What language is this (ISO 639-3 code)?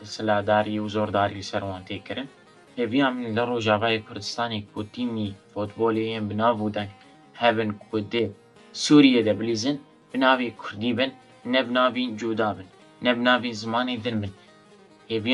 kur